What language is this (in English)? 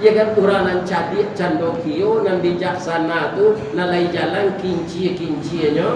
Minangkabau